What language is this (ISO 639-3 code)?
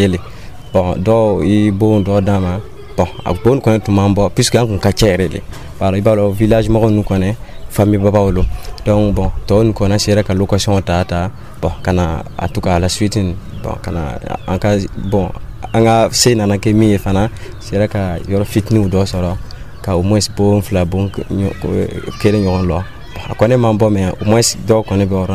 dyu